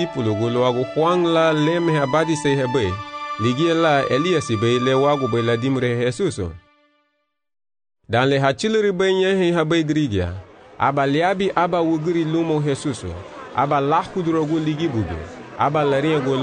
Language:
Garifuna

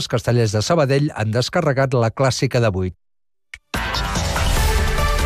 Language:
Catalan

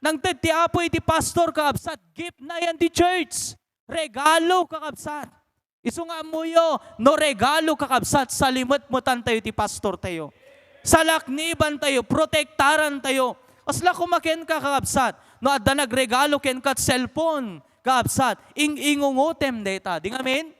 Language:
Iloko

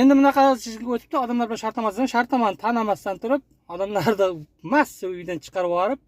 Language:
Uzbek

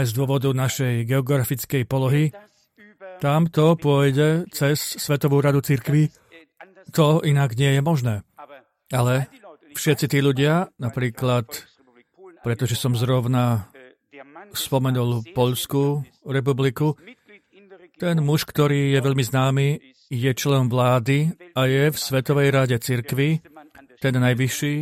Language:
Slovak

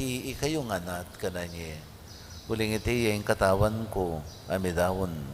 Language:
Pampanga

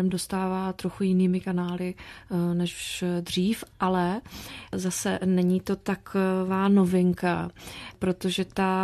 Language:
Czech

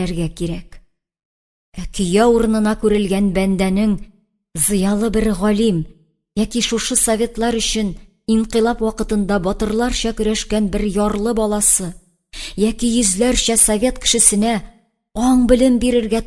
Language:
Tatar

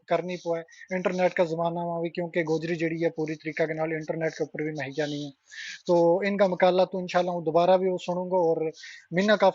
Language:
Gujari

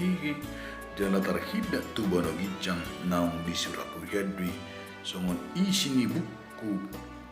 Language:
Batak Toba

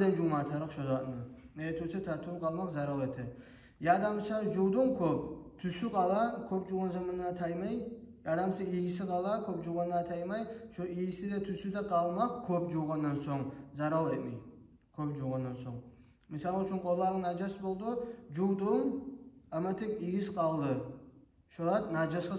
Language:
Kumyk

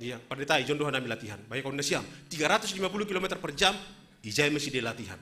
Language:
Batak Simalungun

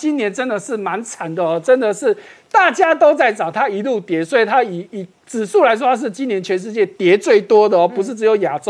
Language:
Chinese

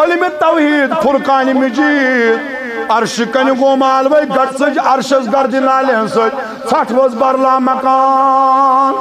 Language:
Kashmiri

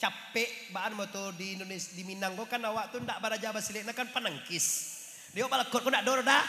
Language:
Minangkabau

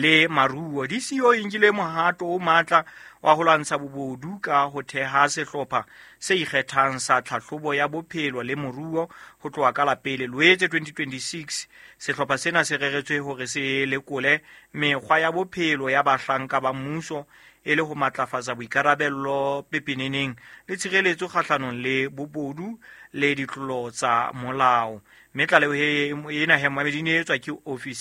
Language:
Southern Sotho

